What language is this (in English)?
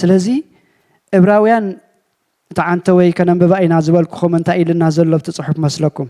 Tigrinya